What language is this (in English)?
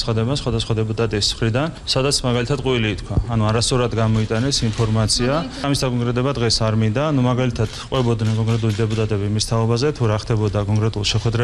Georgian